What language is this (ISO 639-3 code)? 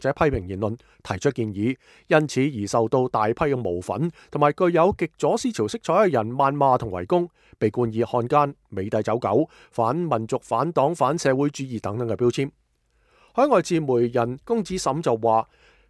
yue